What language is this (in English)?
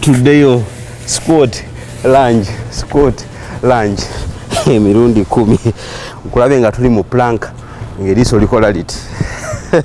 Ganda